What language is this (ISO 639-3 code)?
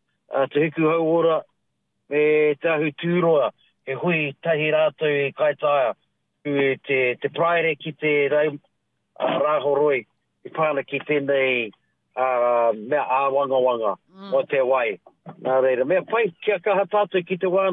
mri